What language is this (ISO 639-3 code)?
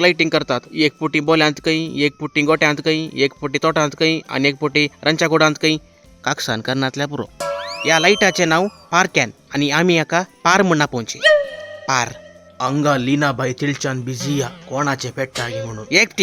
kok